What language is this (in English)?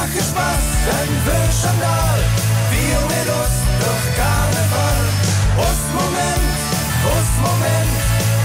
Limburgish